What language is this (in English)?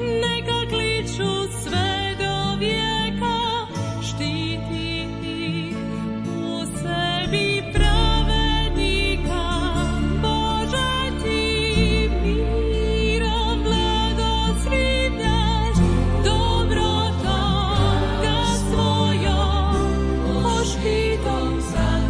Croatian